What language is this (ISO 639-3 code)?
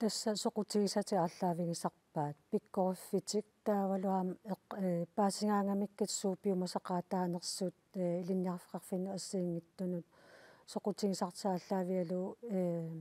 kal